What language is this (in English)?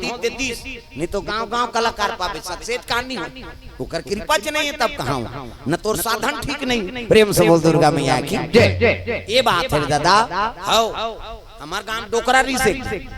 Chhattisgarhi